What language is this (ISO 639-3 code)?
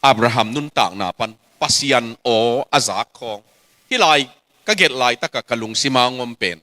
ctd